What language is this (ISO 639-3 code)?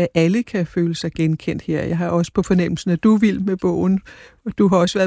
dan